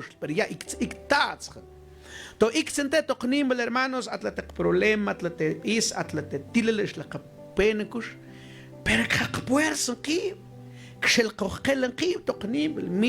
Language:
Mam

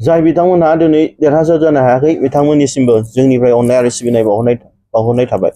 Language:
Bodo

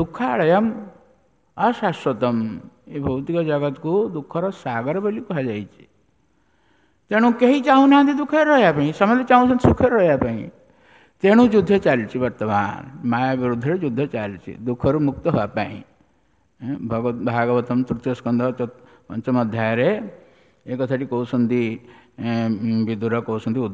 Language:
Odia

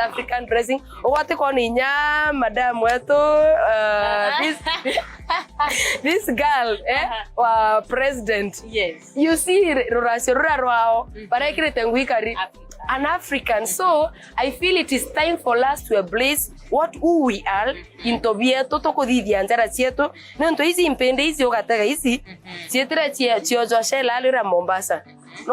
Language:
Meru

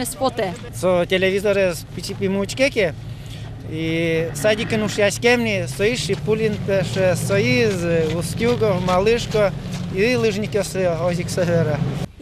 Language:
Udmurt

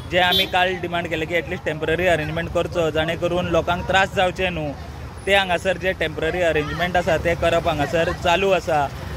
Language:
Konkani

